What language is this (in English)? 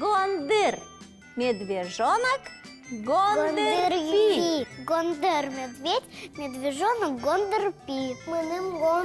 Udmurt